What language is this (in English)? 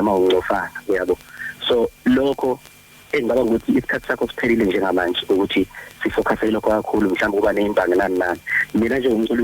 Zulu